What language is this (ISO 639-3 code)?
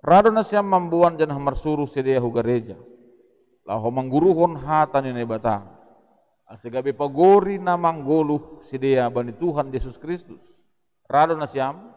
bts